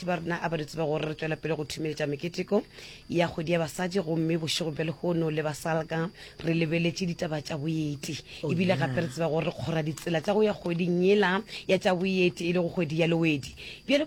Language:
Northern Sotho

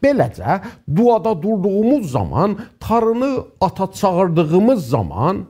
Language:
South Azerbaijani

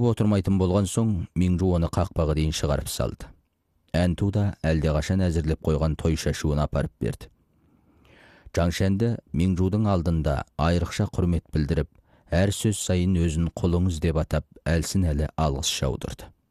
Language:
Kazakh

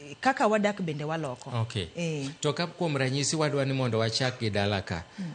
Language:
Luo (Kenya and Tanzania)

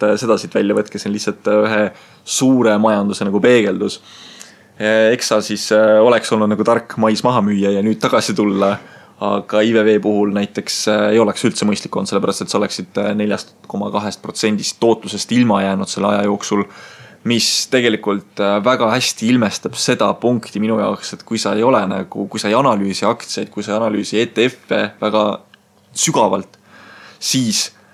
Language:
Estonian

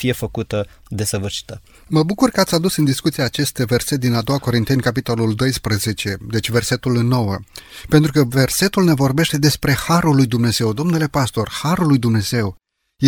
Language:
Romanian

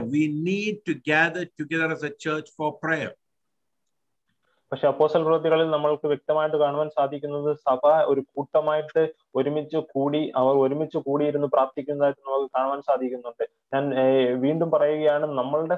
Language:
Malayalam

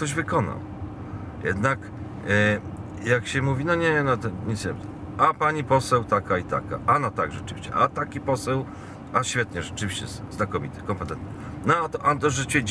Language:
Polish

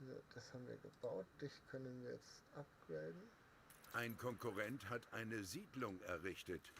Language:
Bavarian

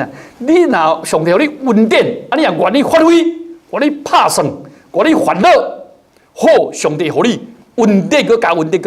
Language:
Min Nan Chinese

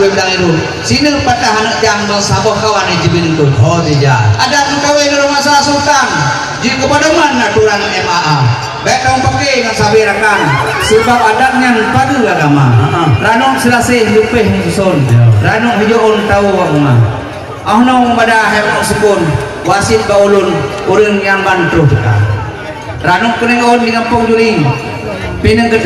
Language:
Achinese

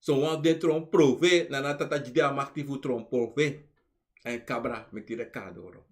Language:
Sranan Tongo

